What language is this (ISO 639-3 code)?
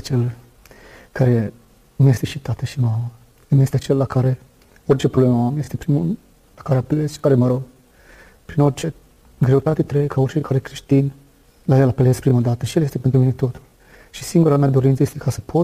ron